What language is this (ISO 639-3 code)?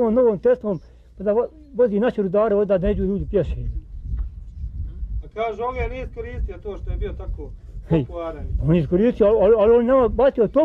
bos